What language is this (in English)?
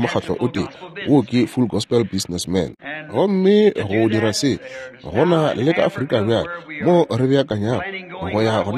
Northern Sotho